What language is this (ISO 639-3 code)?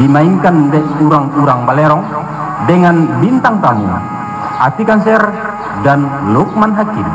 min